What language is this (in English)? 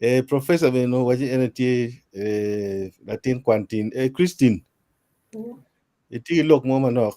Acoli